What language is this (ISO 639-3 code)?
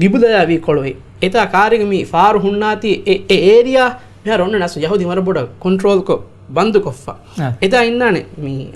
div